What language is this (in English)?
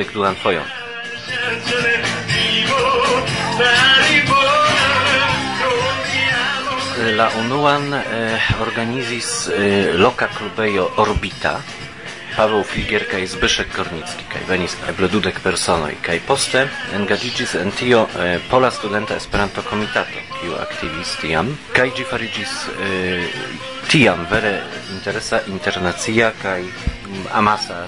Esperanto